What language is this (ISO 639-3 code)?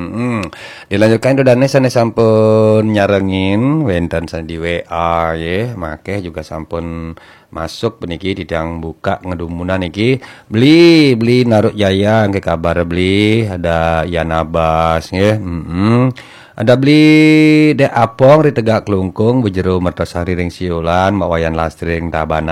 ban